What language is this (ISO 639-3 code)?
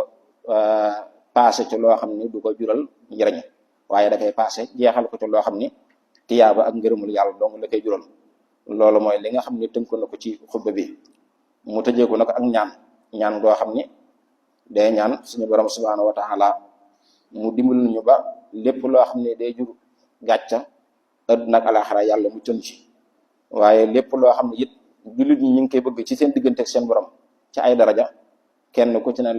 wol